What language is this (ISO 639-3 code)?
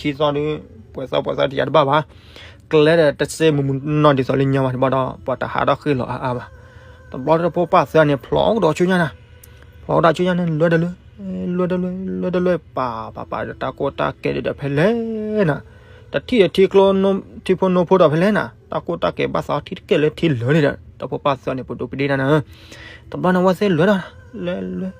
ksw